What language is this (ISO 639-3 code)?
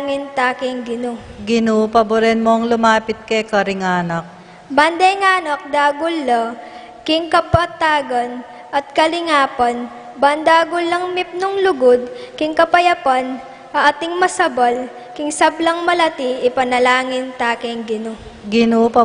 pam